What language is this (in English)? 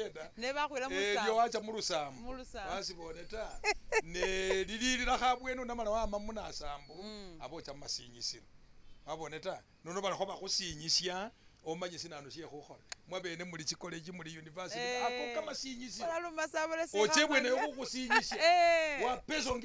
Masaaba